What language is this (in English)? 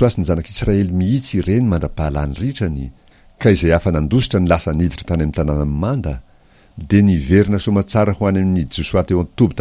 Malagasy